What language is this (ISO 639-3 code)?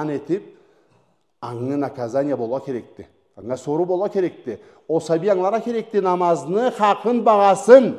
krc